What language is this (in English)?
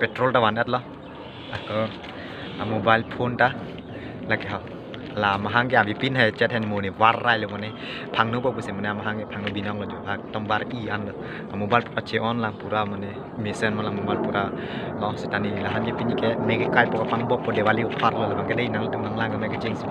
Karbi